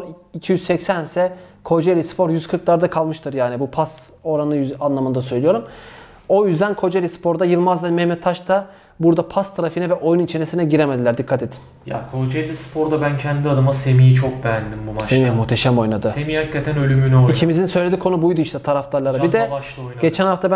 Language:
Turkish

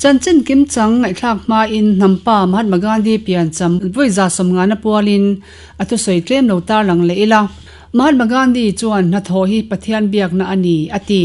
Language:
Mizo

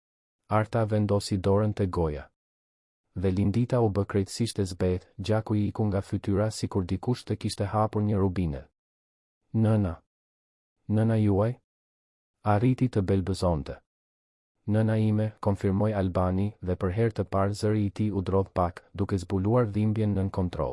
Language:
Albanian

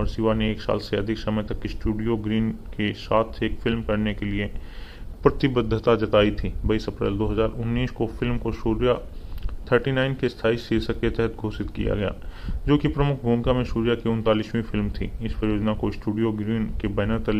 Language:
Hindi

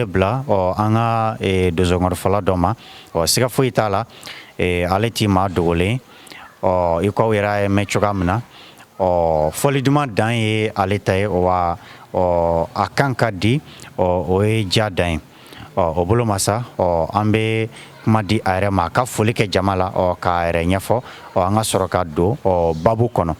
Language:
Bambara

